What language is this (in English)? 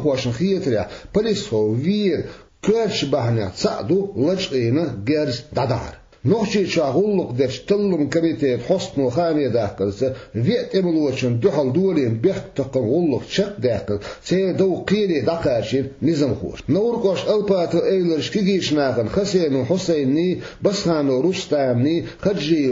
Chechen